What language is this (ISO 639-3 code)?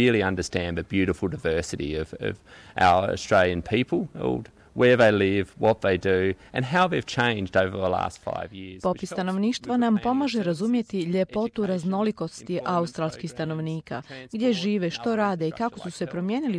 hrv